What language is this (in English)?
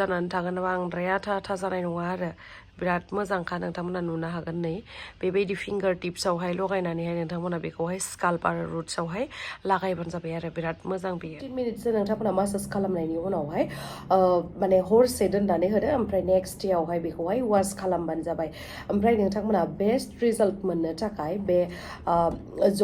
Bodo